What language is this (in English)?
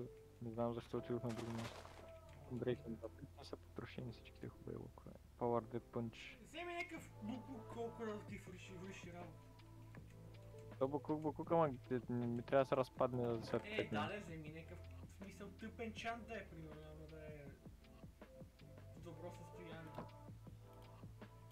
Bulgarian